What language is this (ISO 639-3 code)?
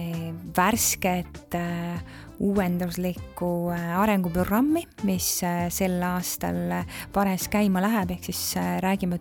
est